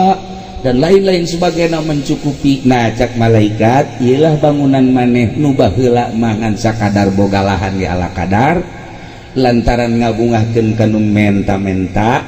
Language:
Sundanese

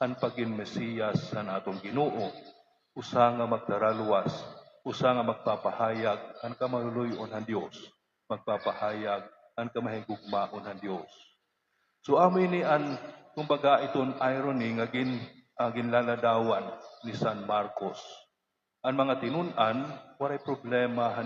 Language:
Waray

